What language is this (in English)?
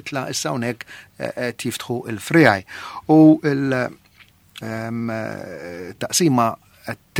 Maltese